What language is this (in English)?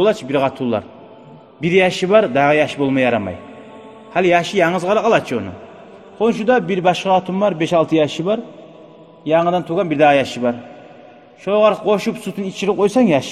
Kumyk